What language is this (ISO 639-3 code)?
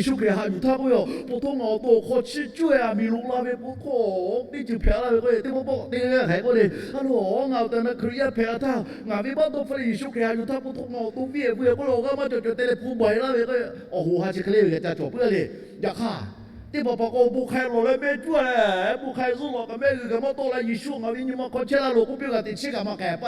lhu